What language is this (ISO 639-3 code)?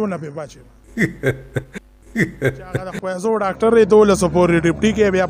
pus